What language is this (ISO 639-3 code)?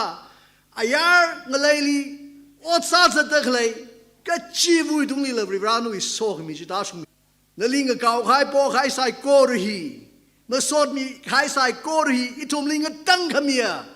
nmf